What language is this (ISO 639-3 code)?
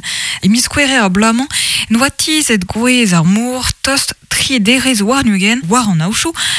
bre